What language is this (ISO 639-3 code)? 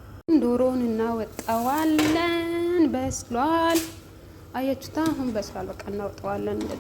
amh